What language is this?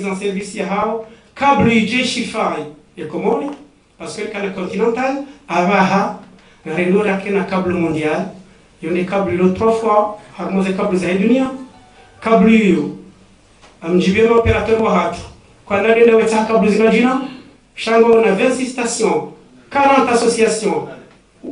Ngazidja Comorian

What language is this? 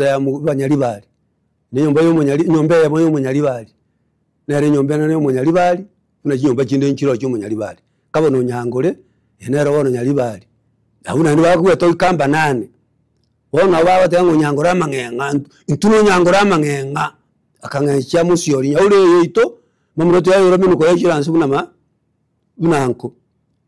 Gusii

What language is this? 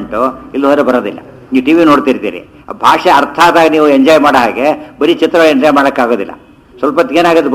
Kannada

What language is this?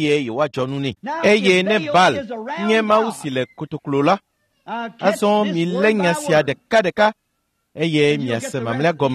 Ewe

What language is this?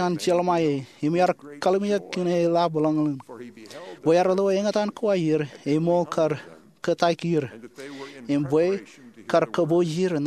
Marshallese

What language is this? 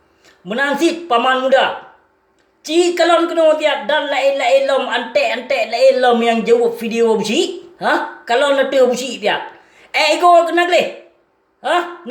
Achinese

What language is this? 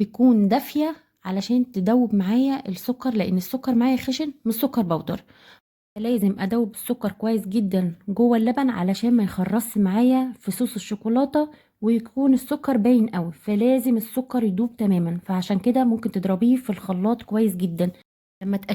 Egyptian Arabic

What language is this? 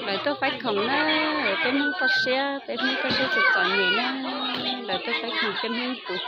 Hmong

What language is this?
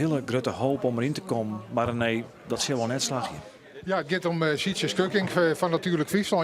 Western Frisian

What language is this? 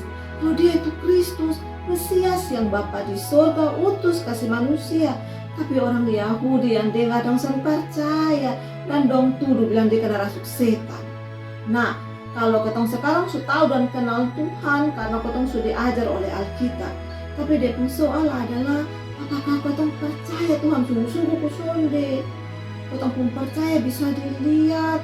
Kupang Malay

